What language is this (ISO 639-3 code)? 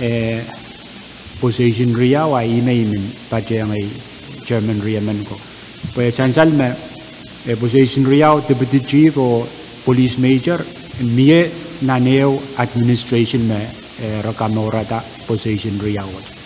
pon